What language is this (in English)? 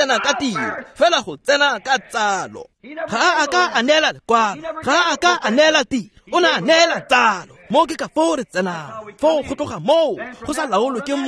Tswana